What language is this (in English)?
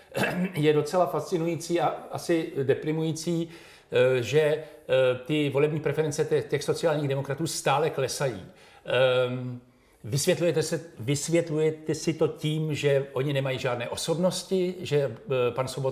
Czech